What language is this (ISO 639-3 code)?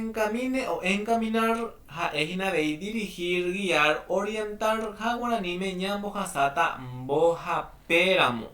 grn